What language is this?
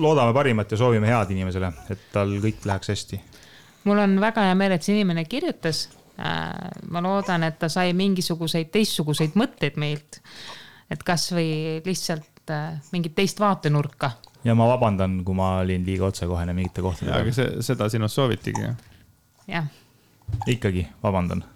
Estonian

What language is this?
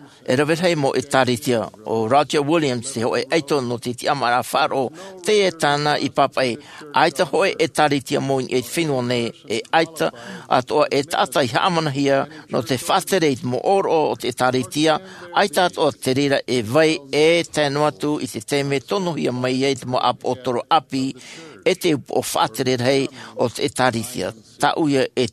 Tahitian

